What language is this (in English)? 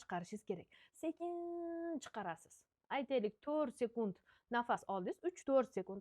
Uzbek